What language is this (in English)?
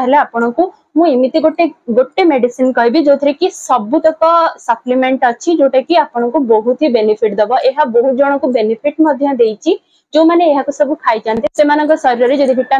Odia